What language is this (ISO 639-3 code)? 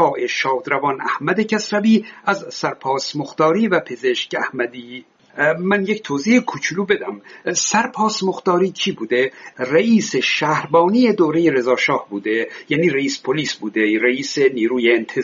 fas